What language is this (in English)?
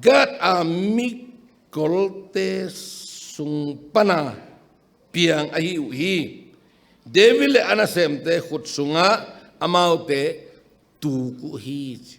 Tedim Chin